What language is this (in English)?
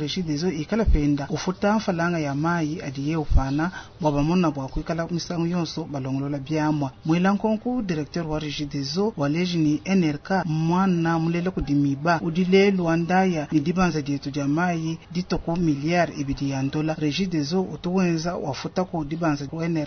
Luba-Lulua